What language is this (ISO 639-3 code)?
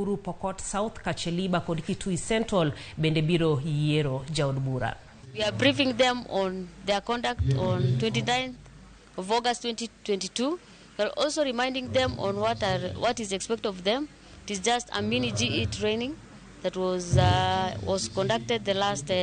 luo